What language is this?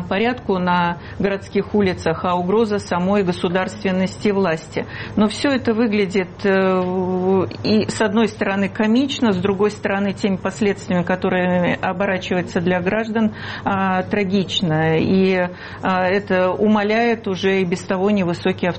Russian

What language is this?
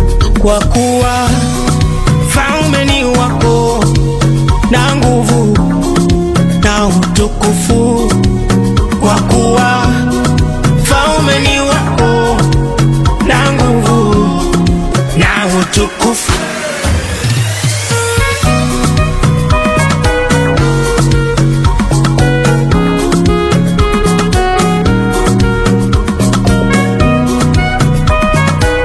Swahili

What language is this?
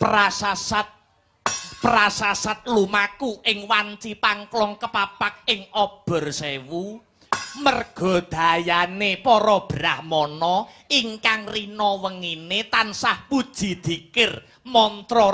Javanese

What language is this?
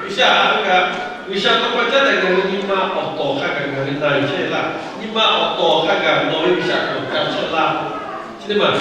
Lahu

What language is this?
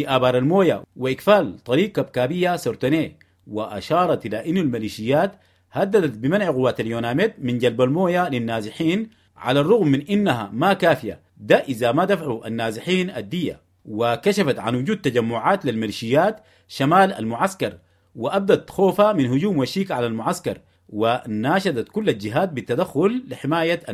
Sudanese Arabic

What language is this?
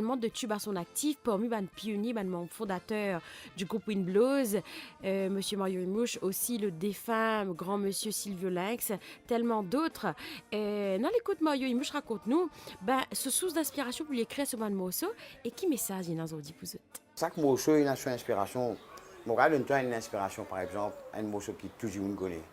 Morisyen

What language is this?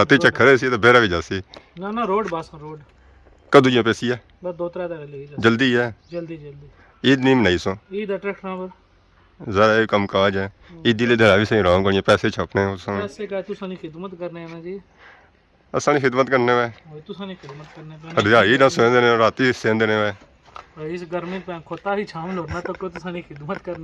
Pahari-Potwari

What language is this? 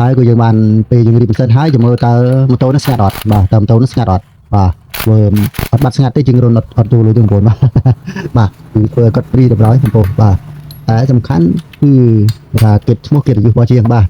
Khmer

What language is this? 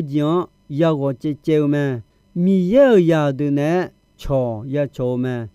Akha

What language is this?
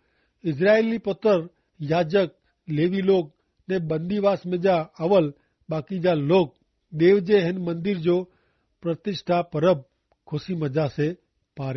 Kachhi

